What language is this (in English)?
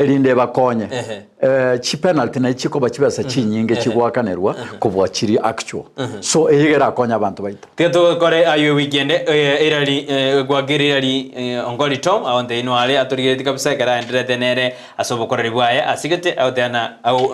Gusii